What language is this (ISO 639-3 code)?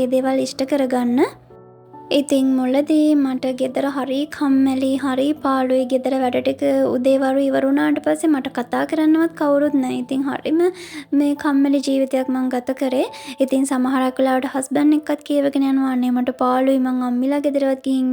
sin